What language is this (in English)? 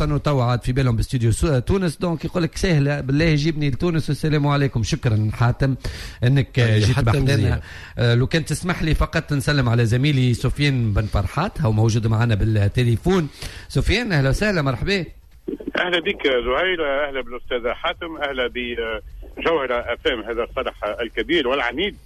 Tunisian Arabic